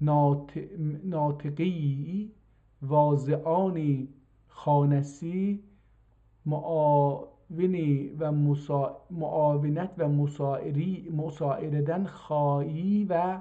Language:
South Azerbaijani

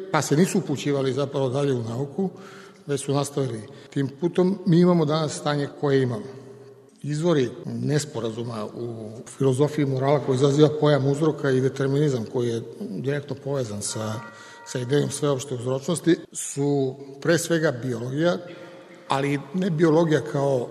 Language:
Serbian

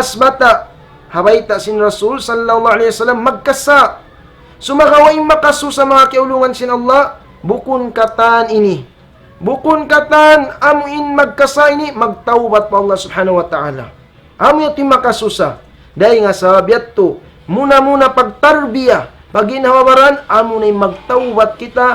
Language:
Tausug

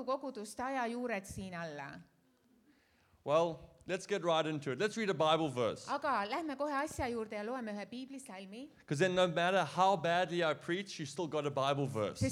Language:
Estonian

